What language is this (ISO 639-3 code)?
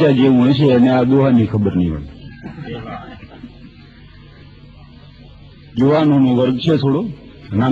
guj